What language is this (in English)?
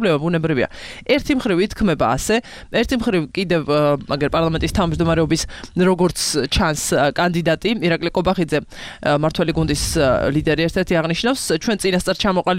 Georgian